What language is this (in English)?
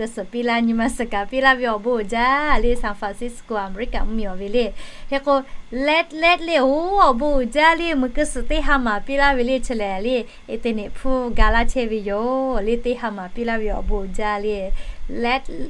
Lahu